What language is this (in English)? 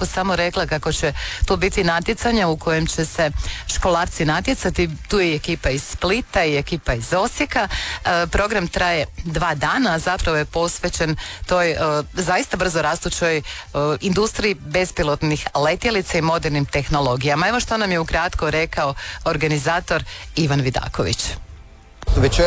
Croatian